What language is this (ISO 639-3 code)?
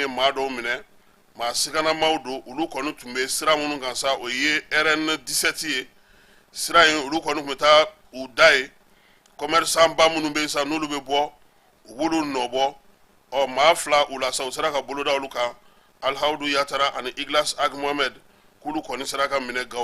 bam